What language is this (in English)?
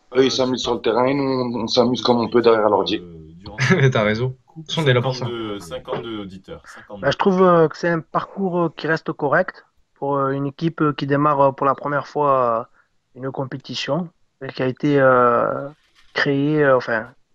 French